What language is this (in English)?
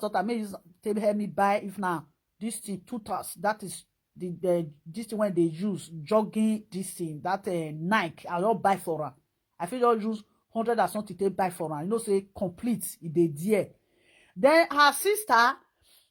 Nigerian Pidgin